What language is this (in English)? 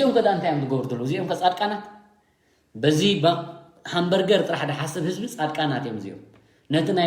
Tigrinya